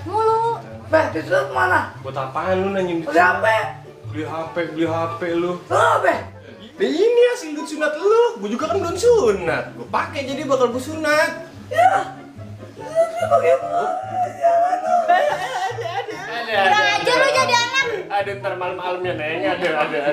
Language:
Betawi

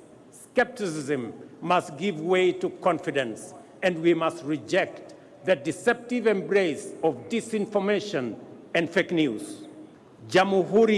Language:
Kamba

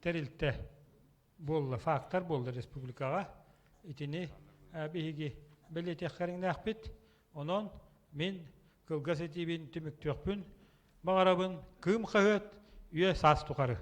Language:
Yakut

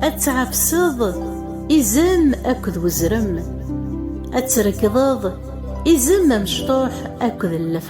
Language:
Kabyle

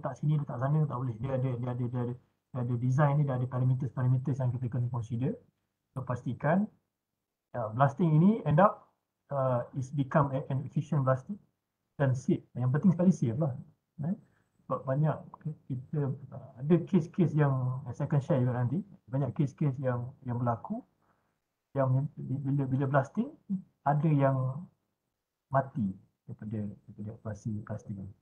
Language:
Malay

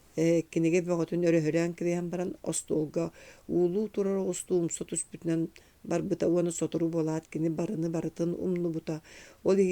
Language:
Yakut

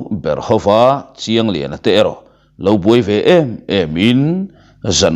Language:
Mizo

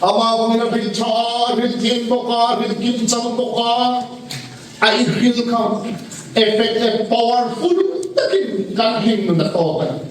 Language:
Hmar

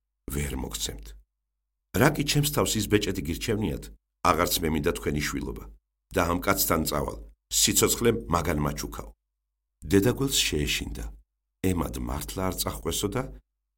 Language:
Georgian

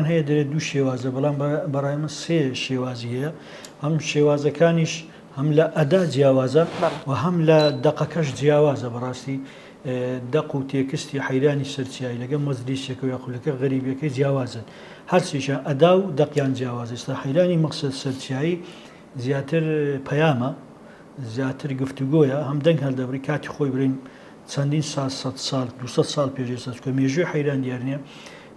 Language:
Central Kurdish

